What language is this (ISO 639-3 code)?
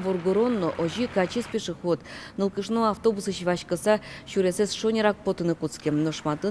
udm